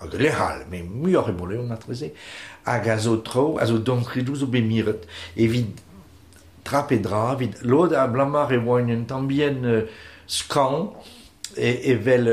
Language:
Breton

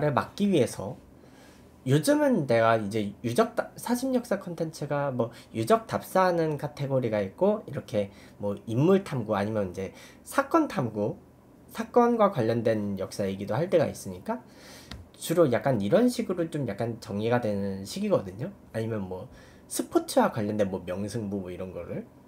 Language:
Korean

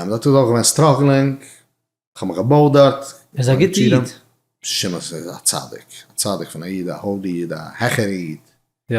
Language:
Yiddish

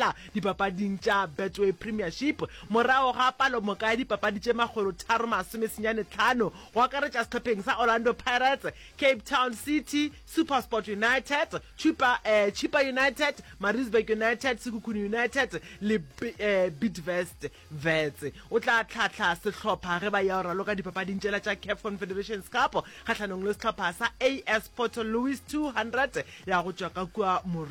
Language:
Northern Sotho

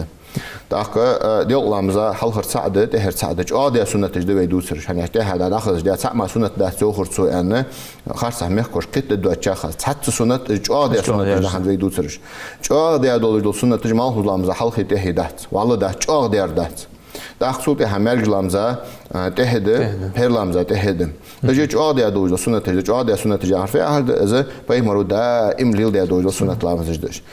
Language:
Ingush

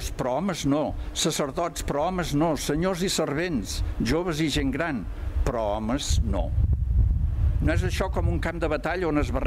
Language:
Catalan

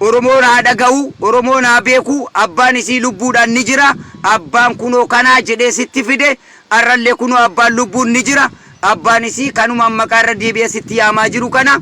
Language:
Oromo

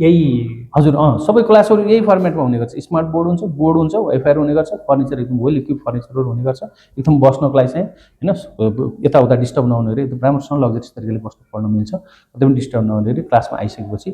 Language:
Nepali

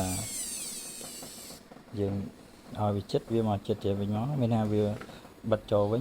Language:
Khmer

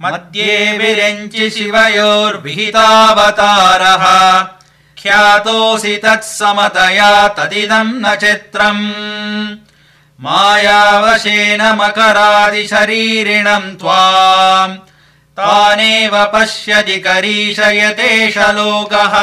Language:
Sanskrit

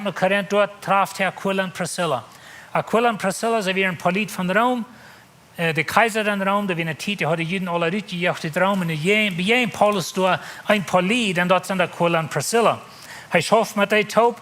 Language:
Plautdietsch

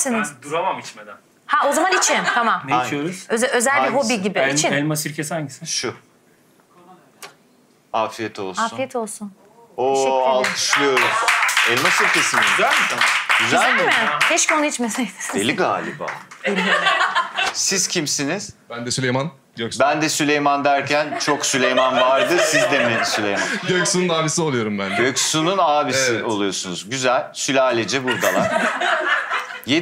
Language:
Turkish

